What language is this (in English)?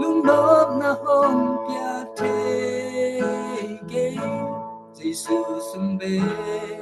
Tedim Chin